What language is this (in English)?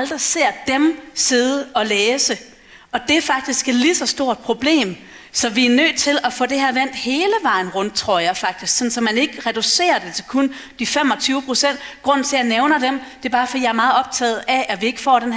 Danish